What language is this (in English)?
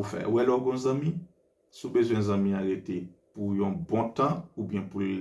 Haitian Creole